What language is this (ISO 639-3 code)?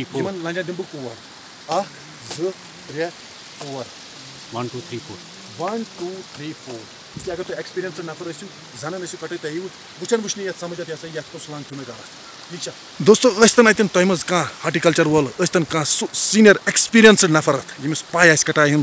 kas